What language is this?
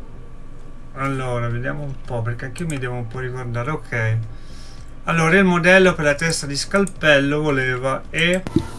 Italian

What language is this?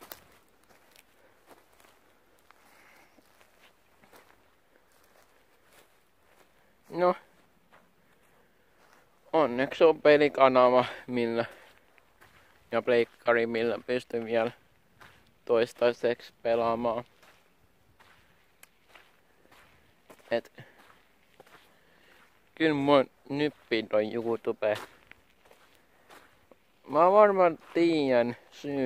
Finnish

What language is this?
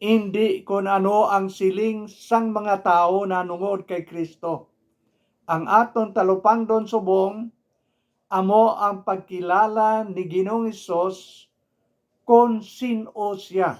Hiligaynon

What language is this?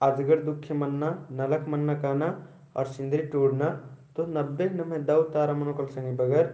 Kurukh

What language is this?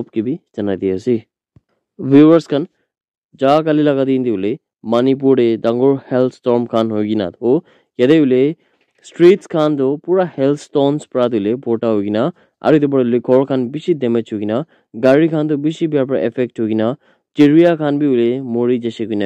Naga Pidgin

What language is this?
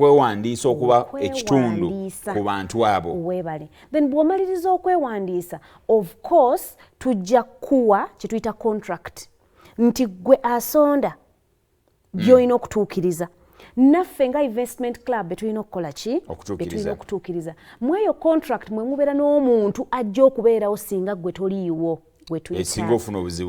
Ganda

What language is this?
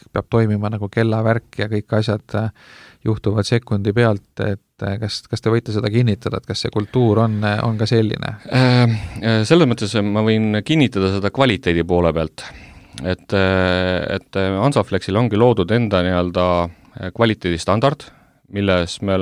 Estonian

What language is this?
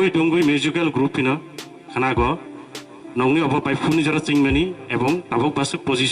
Kok Borok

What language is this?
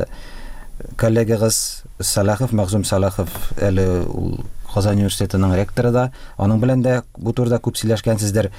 Tatar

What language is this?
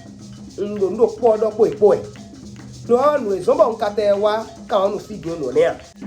Fon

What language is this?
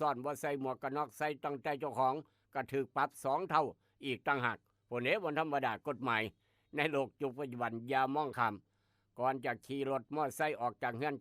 Northeastern Thai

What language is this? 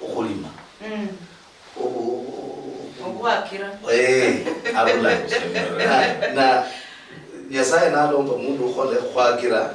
Luyia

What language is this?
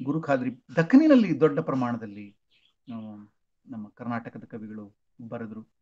Kannada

